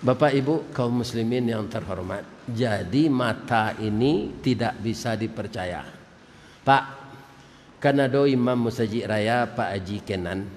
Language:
Minangkabau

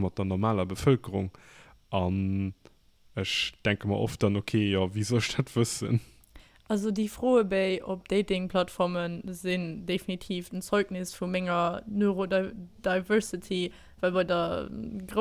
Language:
Luxembourgish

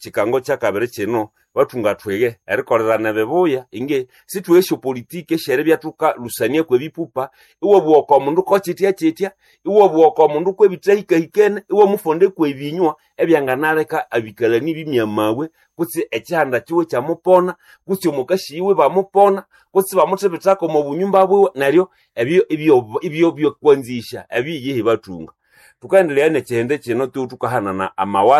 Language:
Nande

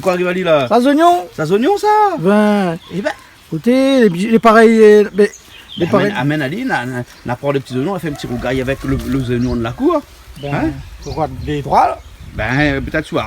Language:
Réunion Creole French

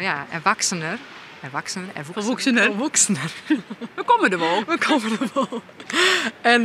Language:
Western Frisian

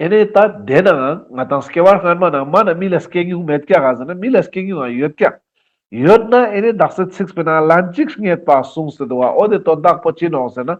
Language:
Ladakhi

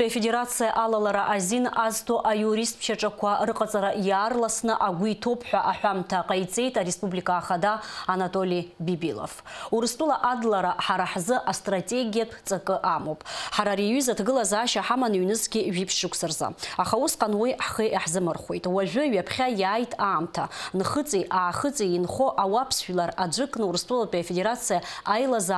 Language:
Abkhazian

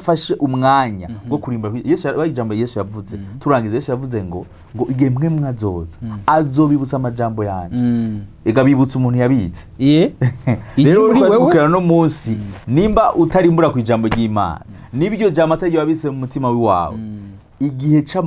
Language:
Rundi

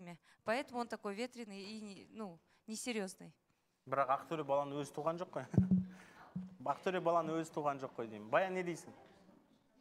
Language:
Kazakh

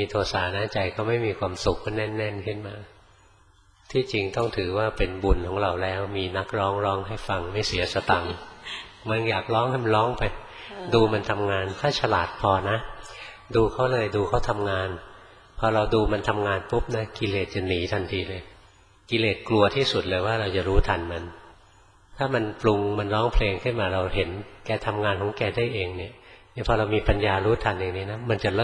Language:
Thai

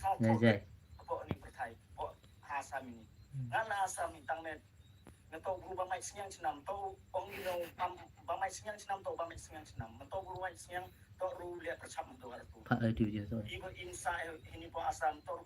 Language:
Khasi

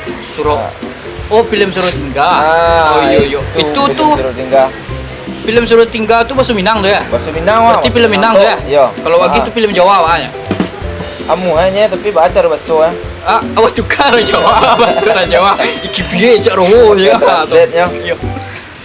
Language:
Minangkabau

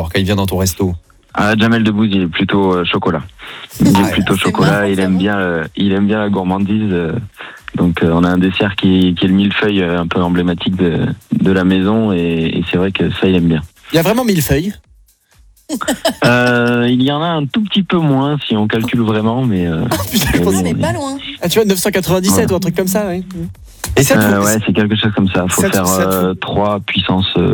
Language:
French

